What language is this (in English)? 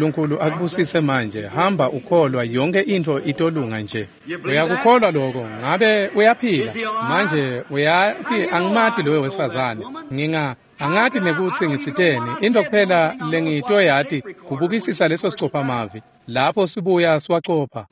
Swati